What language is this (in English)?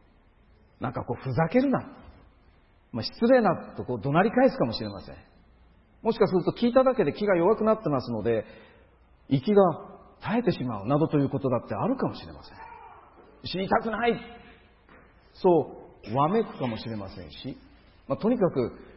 Japanese